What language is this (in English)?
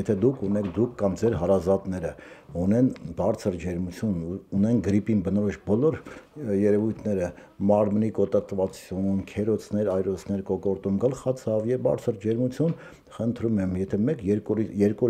Armenian